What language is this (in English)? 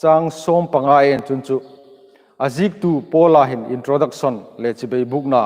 Hmar